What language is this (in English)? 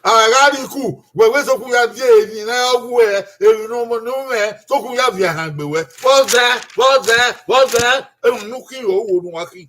Bini